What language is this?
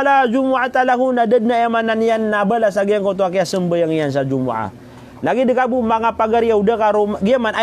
Maranao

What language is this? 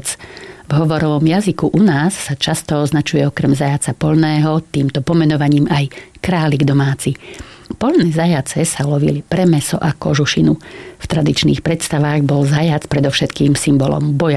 Slovak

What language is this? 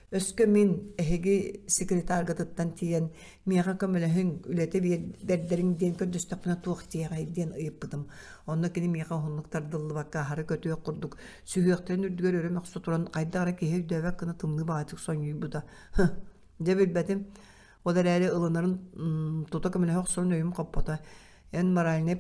Yakut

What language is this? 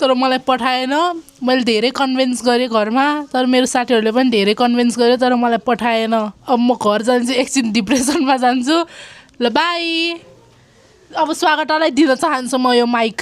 Nepali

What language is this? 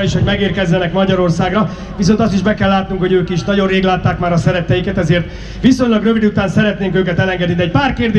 Hungarian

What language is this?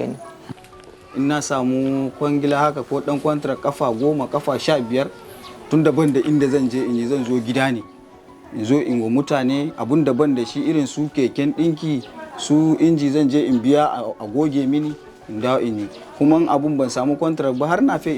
Hausa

